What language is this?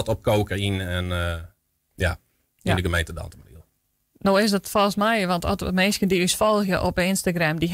Western Frisian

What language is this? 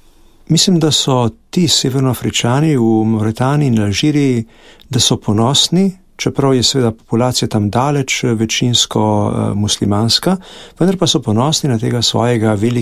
Slovenian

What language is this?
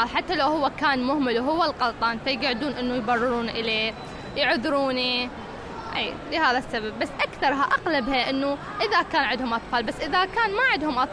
Mesopotamian Arabic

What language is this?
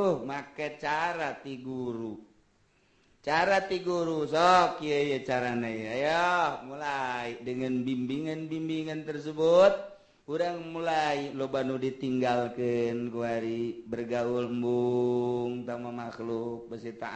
Sundanese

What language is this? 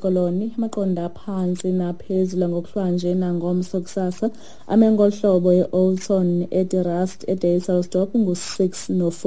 Xhosa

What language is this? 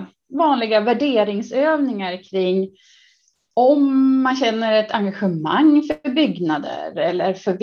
Swedish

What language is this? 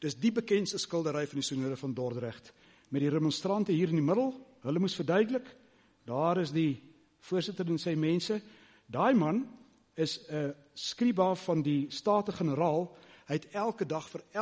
Afrikaans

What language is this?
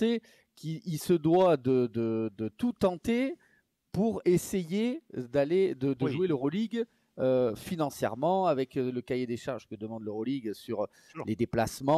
French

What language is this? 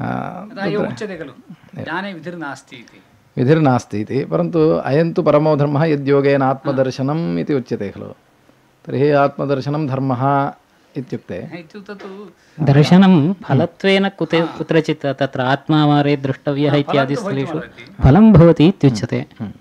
Sanskrit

